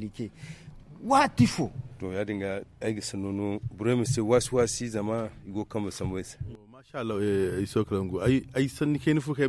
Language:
Zarma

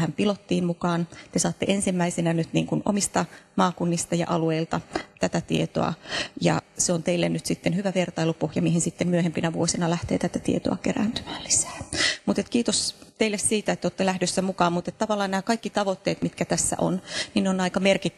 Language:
Finnish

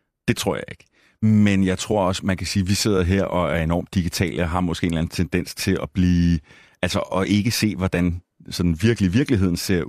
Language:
Danish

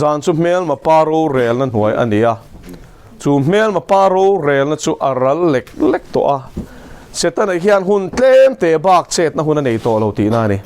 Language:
Mizo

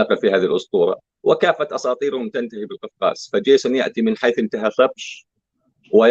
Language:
North Levantine Arabic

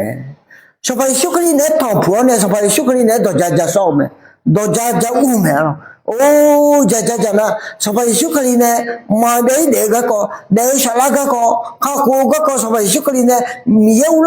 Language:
Akha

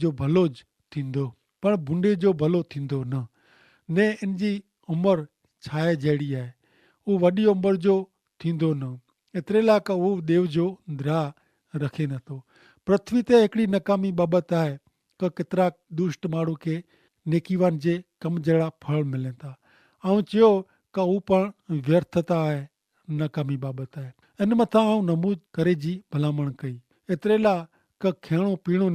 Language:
Kachhi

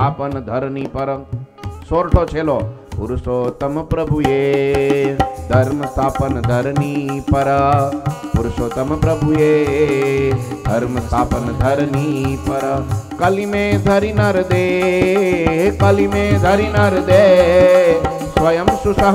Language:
Gujarati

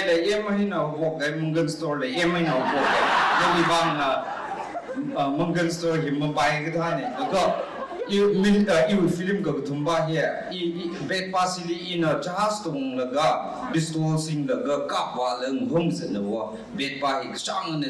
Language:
Tangkhul Naga (India)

